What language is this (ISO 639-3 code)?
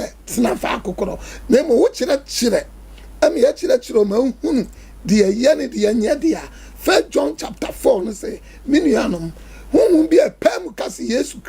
aka